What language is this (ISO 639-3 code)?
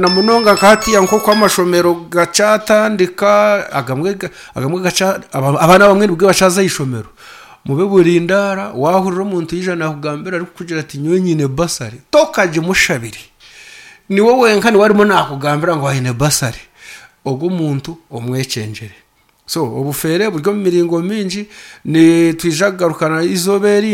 nyn